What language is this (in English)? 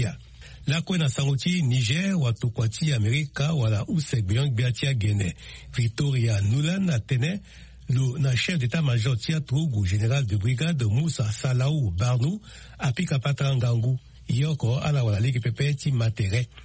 Sango